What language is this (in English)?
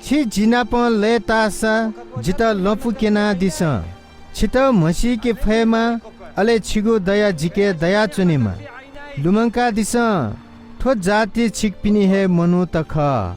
Newari